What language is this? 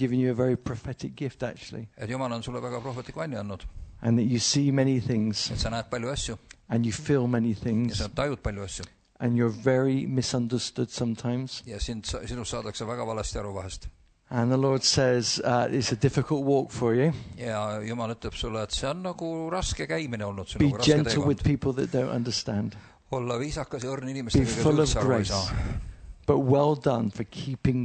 Estonian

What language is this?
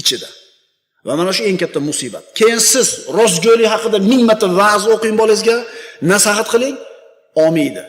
Uzbek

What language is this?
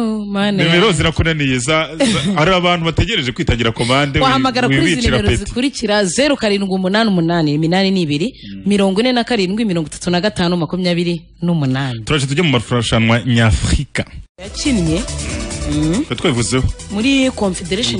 Kinyarwanda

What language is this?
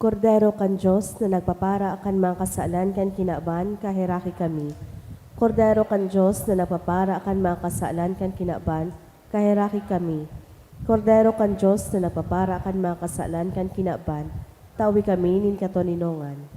Bikol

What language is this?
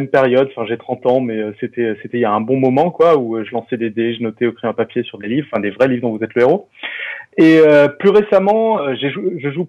French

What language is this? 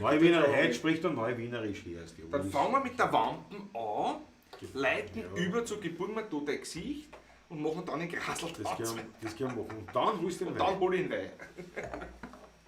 Bavarian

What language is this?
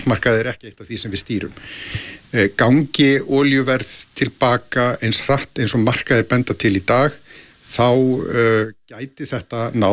Icelandic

